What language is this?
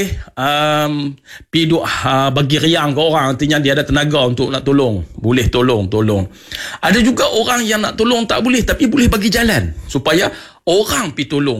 Malay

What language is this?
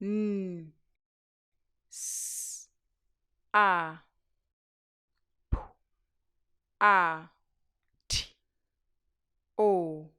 Nyanja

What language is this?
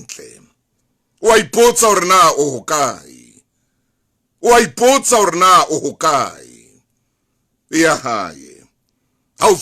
Southern Sotho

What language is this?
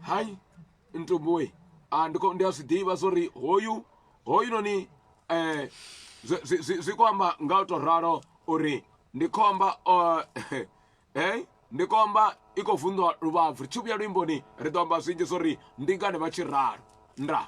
Venda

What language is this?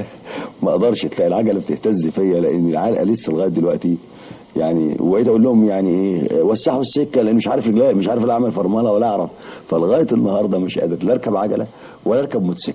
Egyptian Arabic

